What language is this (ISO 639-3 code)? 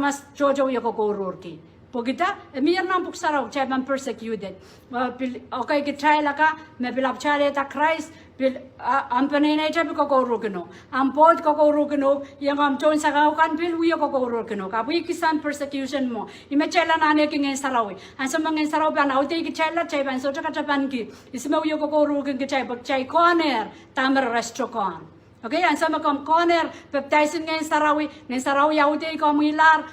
pon